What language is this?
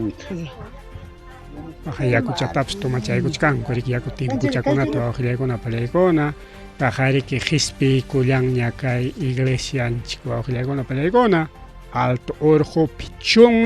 Ayacucho Quechua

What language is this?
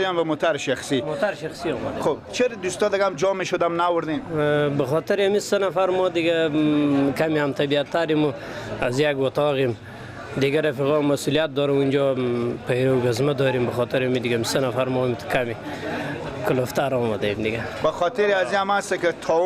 Persian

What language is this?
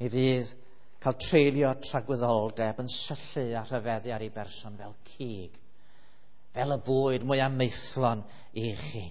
Welsh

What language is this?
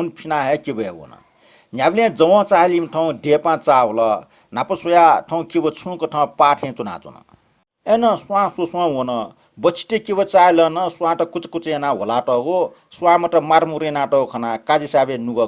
Newari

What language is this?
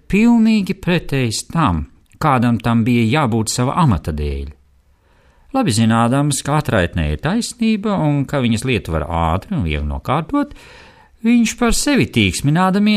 Latvian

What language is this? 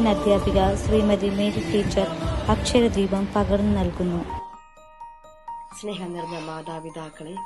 Malayalam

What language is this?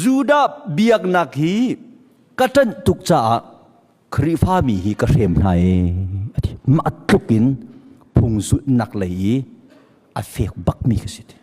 Hakha Chin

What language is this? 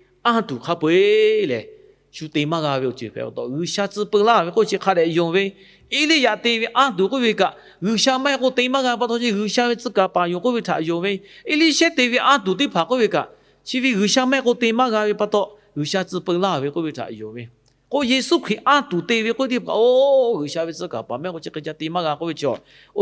Lahu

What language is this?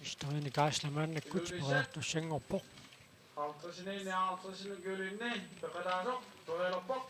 Kalaallisut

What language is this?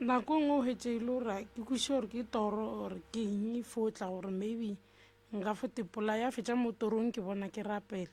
Northern Sotho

